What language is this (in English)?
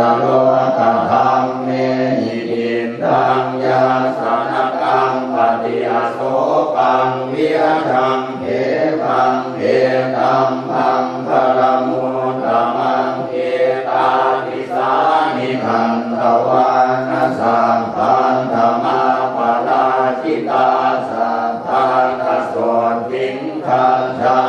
Pali